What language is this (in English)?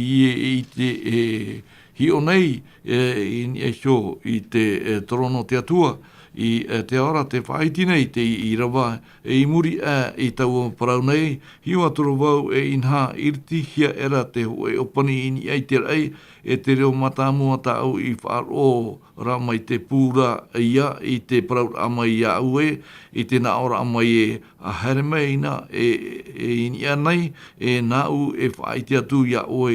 Tahitian